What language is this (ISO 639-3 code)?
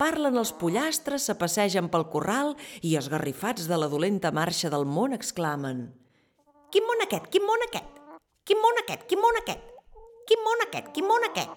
cat